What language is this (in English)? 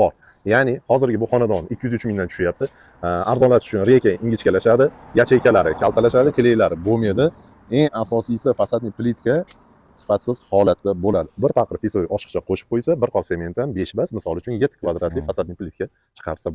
Uzbek